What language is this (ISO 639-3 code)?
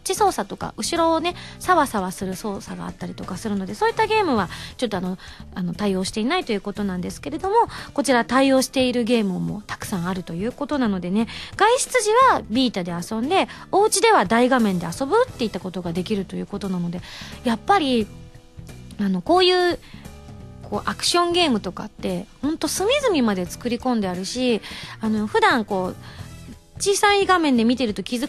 jpn